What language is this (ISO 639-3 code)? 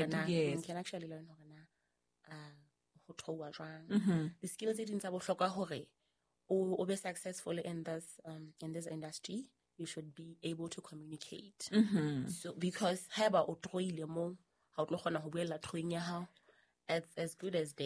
sot